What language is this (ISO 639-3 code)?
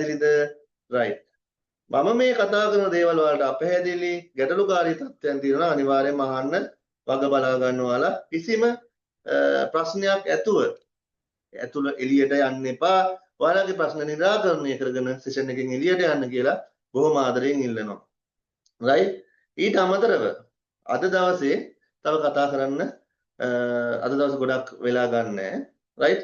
sin